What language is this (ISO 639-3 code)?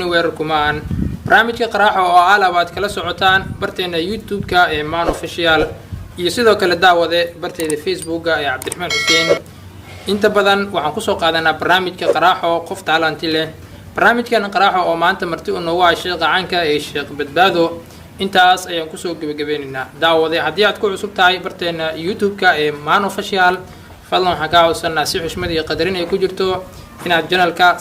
som